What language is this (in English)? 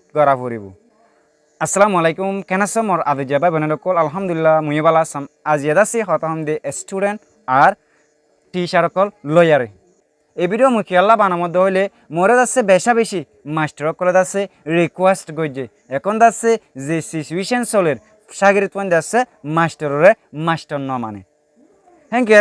Rohingya